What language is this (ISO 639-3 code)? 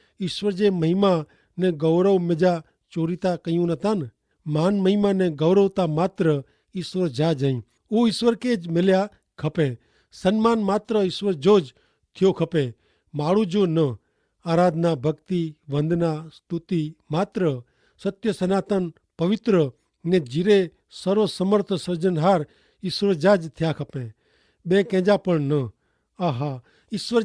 kfr